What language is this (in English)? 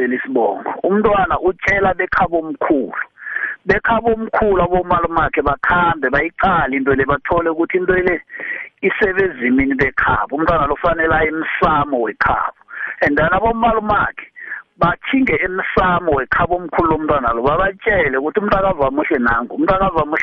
South Ndebele